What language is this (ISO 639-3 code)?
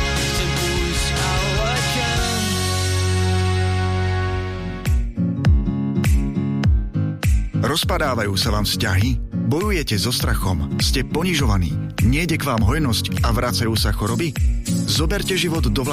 slk